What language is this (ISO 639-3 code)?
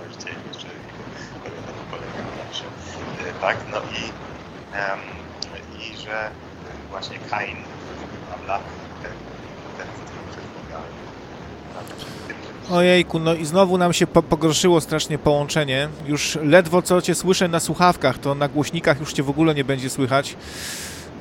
pol